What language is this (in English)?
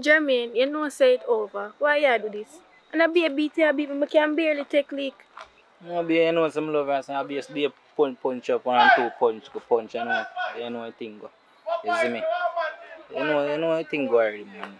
Jamaican Creole English